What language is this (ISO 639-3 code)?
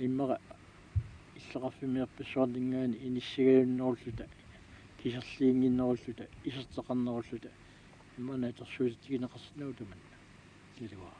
kal